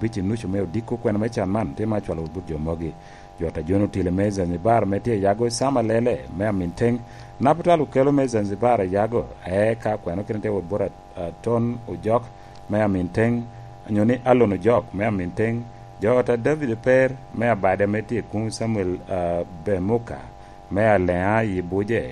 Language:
Lango (Uganda)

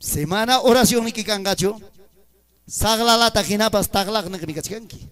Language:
Ayacucho Quechua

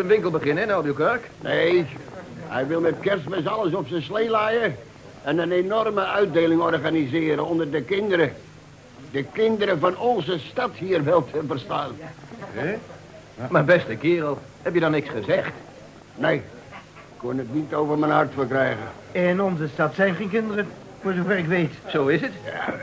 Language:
Dutch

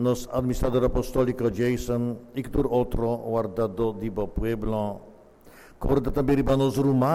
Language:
Papiamento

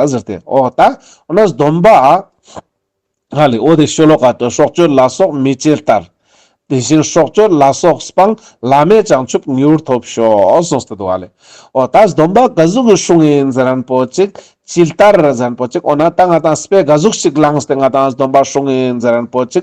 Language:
Ladakhi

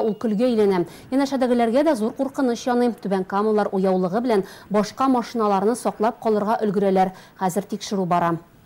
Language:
Tatar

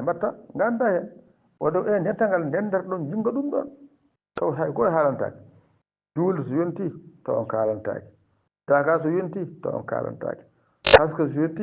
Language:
Fula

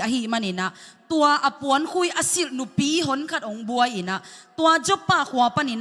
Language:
Tedim Chin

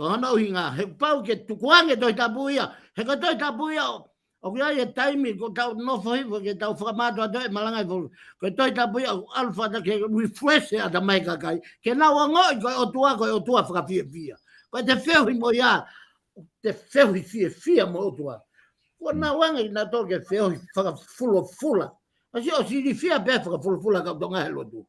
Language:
Tongan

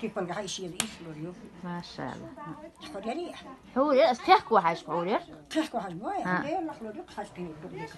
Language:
Chechen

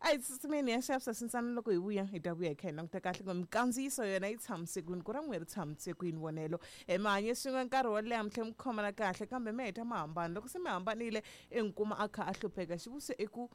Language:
Tsonga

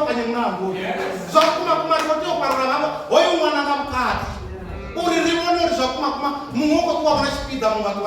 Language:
Venda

